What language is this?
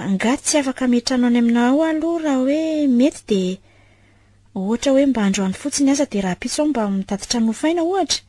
Malagasy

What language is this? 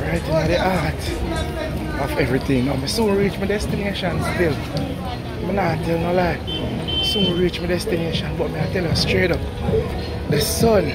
Jamaican Creole English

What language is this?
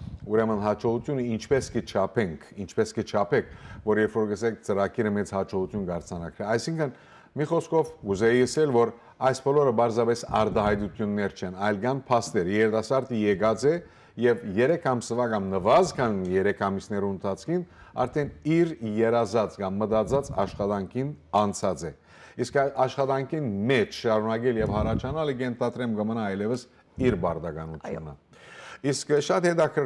Western Armenian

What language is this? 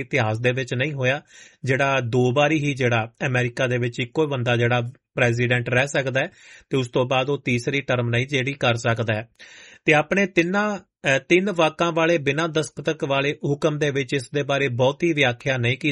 Punjabi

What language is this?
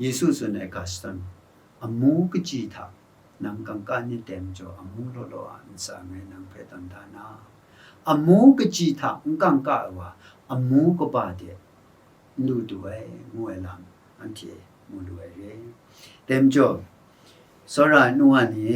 Kachin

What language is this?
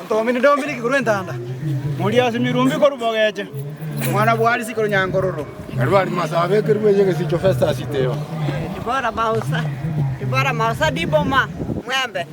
Gusii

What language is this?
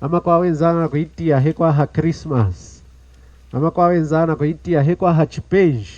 Lunda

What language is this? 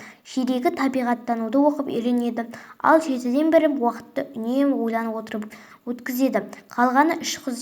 Kazakh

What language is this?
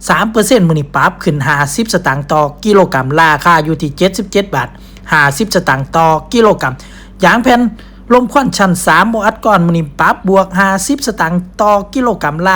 Lao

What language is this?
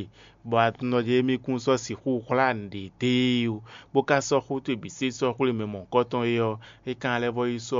Fon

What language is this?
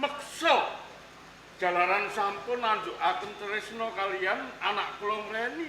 Javanese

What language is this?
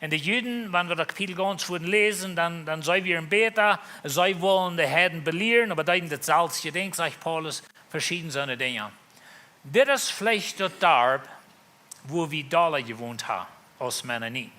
Plautdietsch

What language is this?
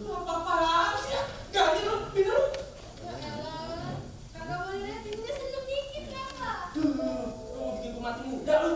Betawi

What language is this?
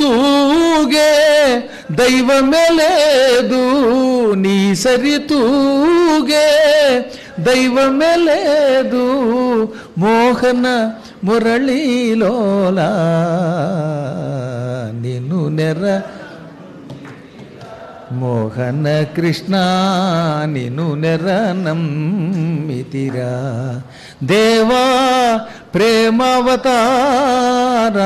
Telugu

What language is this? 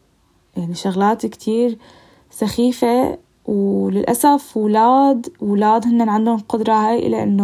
North Levantine Arabic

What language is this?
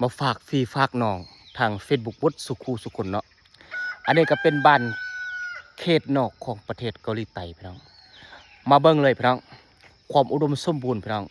Lao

